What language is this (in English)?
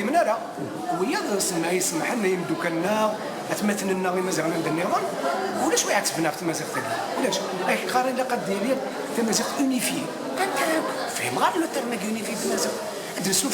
Kabyle